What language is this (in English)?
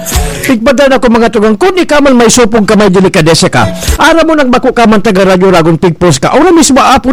Bikol